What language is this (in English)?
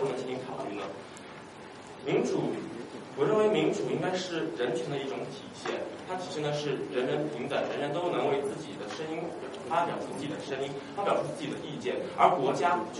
Chinese